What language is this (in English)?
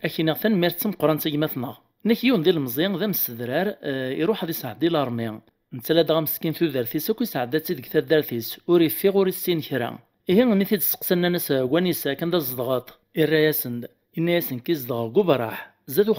Kabyle